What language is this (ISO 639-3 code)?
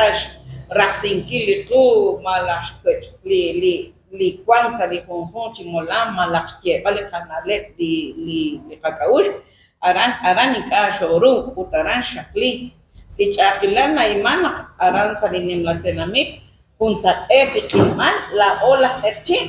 kek